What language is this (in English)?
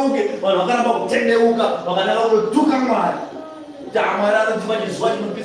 Shona